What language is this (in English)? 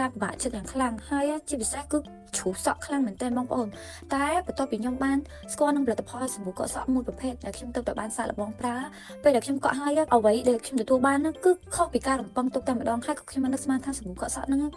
Khmer